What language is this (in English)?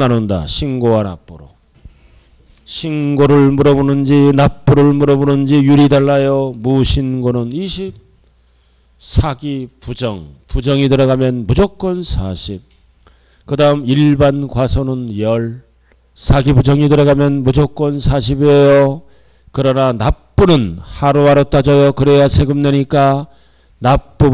Korean